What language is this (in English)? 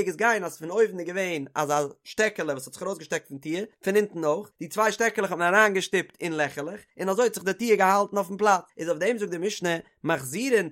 Yiddish